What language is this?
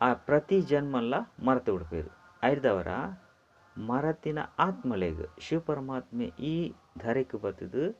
Tulu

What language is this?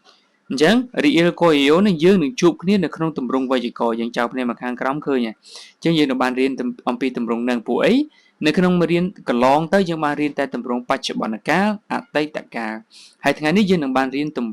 Khmer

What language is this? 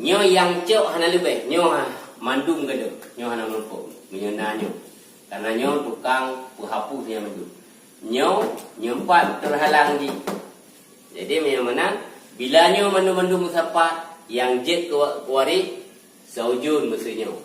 Achinese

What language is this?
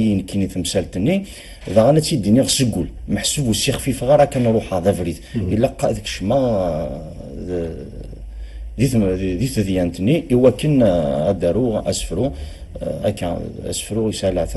Kabyle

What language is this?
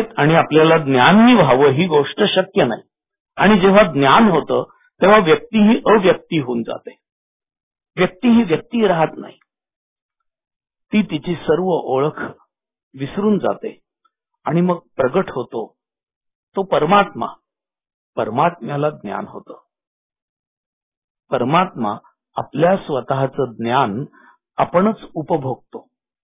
Marathi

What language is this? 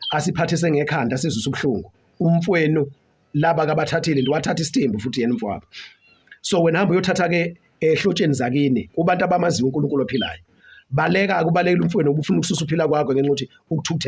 Zulu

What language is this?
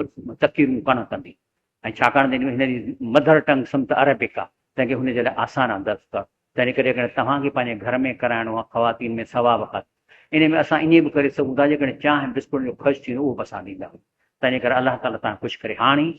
Sindhi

